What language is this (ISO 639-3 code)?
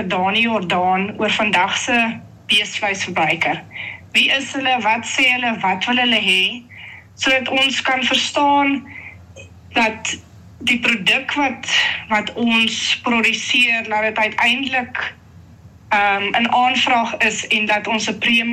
afr